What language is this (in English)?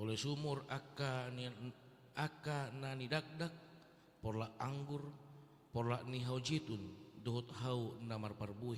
Batak Toba